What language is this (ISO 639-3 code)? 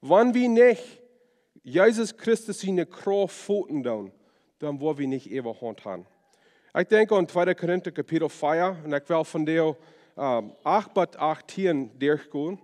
pdt